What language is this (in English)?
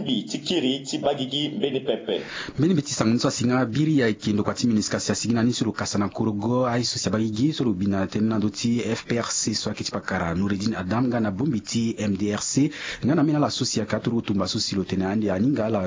Sango